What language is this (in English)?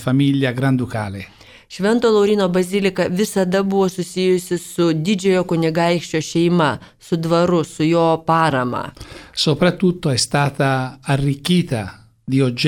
Lithuanian